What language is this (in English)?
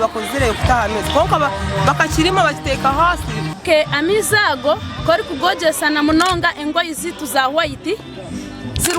Nyankole